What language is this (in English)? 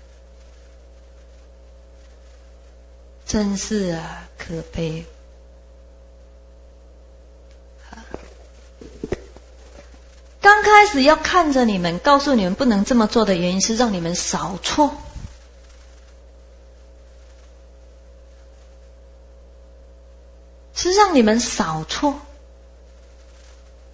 Chinese